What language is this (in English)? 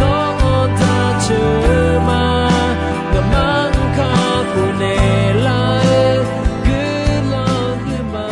Akha